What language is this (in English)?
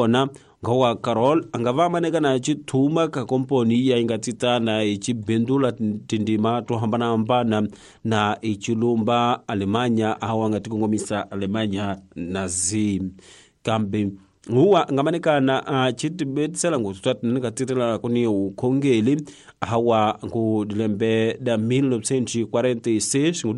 Tsonga